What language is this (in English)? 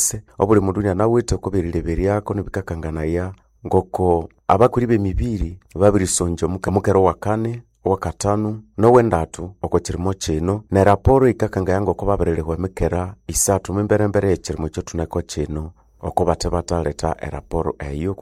Nande